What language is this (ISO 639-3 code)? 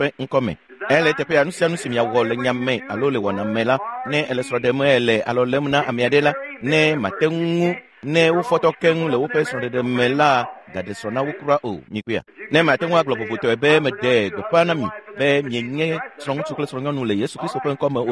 ewe